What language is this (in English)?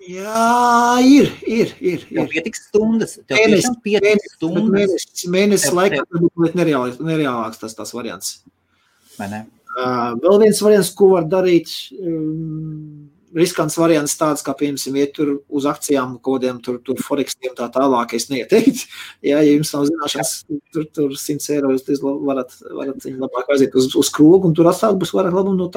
Latvian